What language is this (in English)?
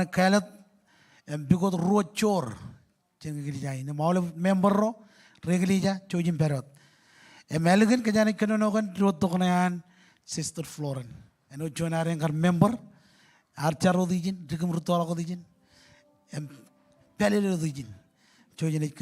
Marshallese